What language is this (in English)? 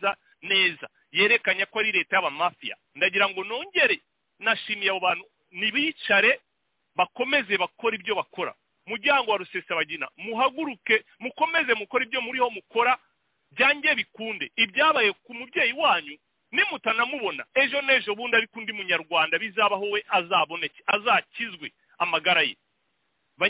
Kinyarwanda